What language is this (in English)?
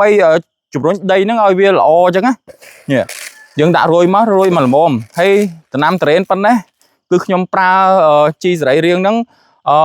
Khmer